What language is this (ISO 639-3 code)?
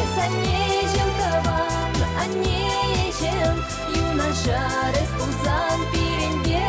chv